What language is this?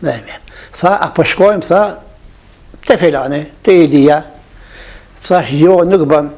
Albanian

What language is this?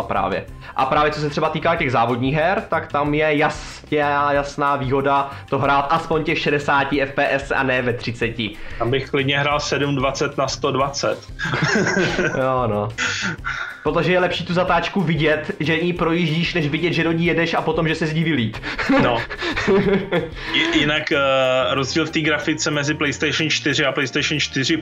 Czech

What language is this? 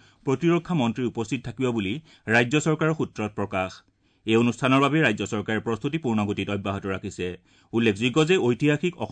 Assamese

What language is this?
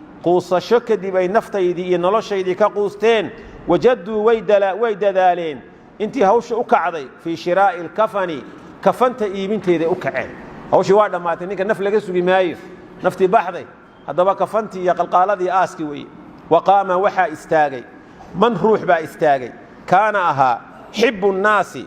Somali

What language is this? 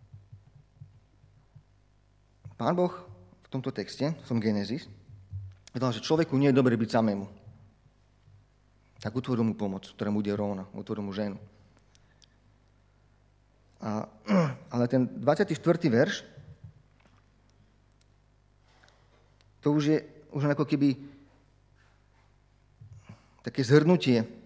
Slovak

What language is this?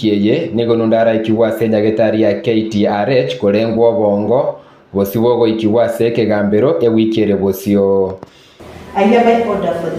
Gusii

